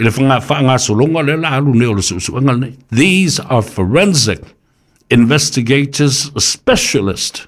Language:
Samoan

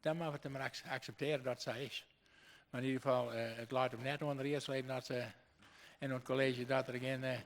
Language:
Western Frisian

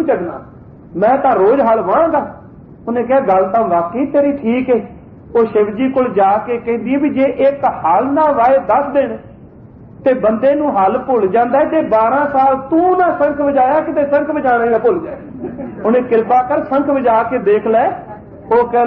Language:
Punjabi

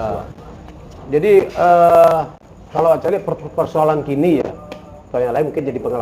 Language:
Minangkabau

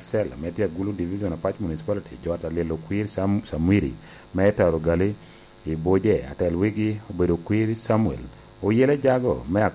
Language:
Lango (Uganda)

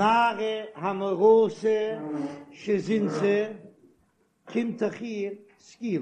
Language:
Yiddish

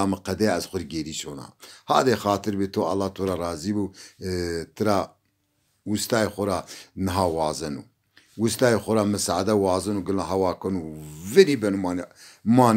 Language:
Zaza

